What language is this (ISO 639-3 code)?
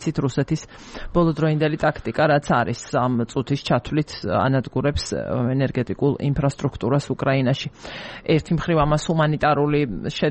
kat